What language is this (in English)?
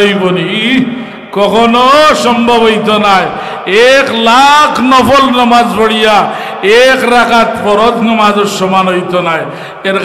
Sylheti